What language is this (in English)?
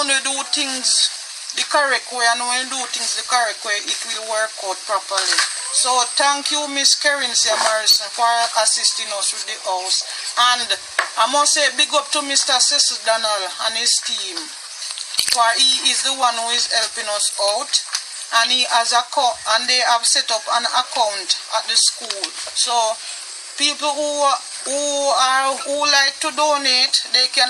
Jamaican Creole English